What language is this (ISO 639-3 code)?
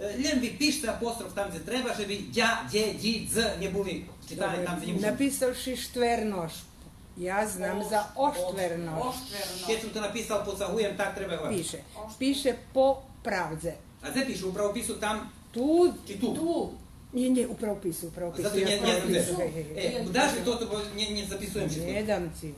rue